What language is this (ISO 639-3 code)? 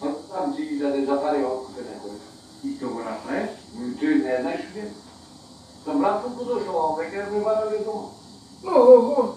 mkd